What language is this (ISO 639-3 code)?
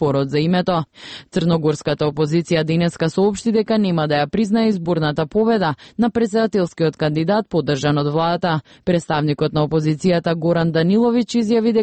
mkd